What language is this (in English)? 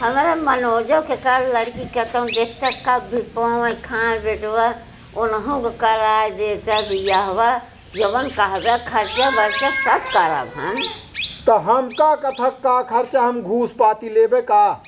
Awadhi